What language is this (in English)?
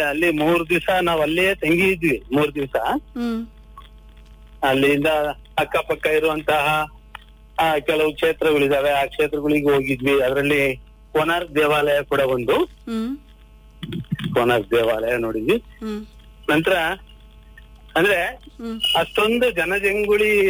Kannada